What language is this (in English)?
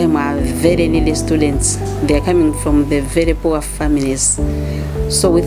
Nyanja